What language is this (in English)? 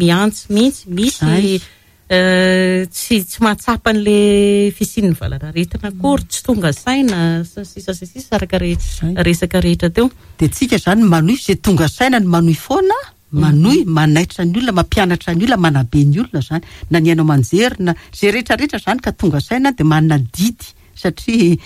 Malagasy